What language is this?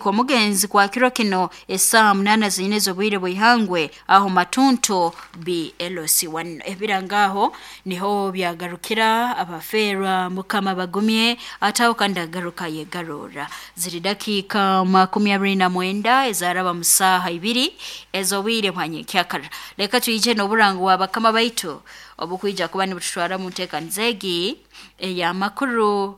Nyankole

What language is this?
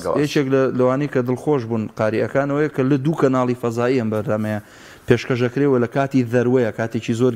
Central Kurdish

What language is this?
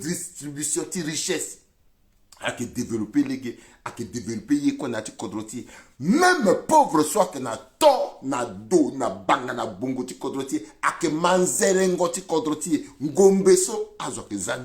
Sango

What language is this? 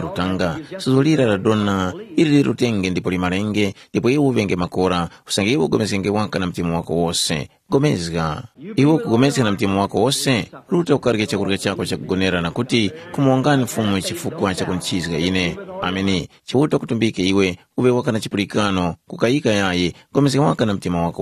Tumbuka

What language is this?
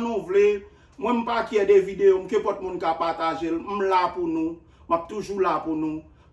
Haitian Creole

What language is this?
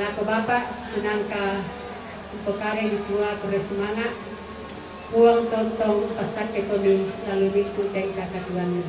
Toraja-Sa'dan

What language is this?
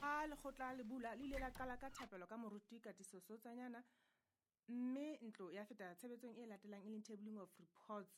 Southern Sotho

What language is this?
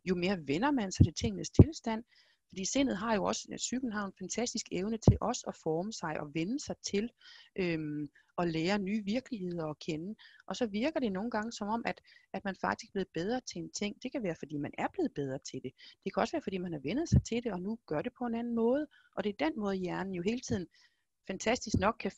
Danish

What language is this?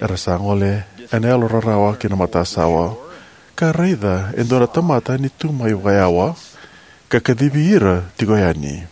Fijian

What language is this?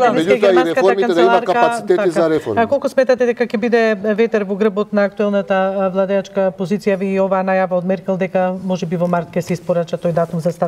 Macedonian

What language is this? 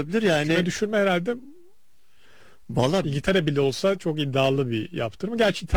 Turkish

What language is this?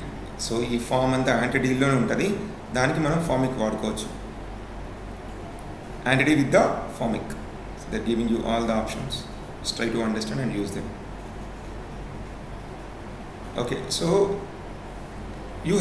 Telugu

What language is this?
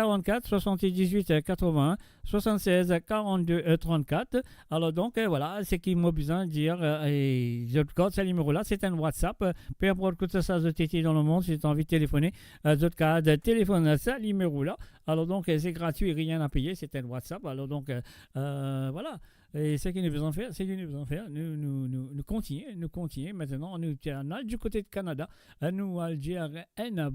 Morisyen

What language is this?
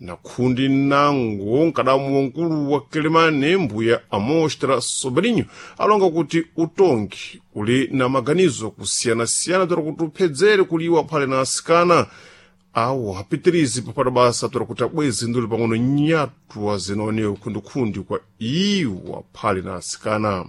Sena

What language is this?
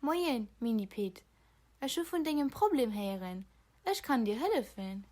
Luxembourgish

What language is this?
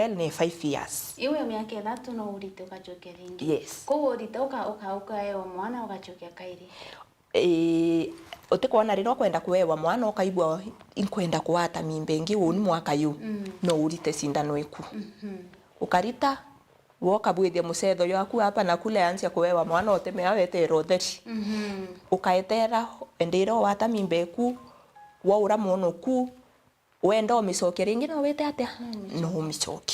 Meru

